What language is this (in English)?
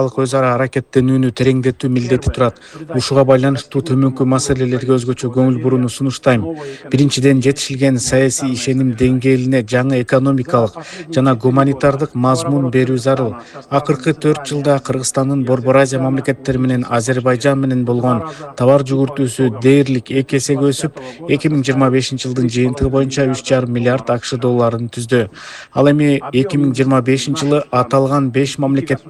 Kyrgyz